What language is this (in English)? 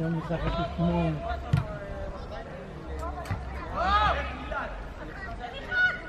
Hebrew